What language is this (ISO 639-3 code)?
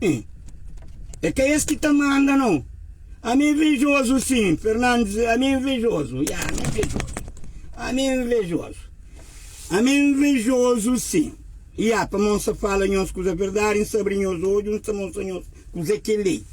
kea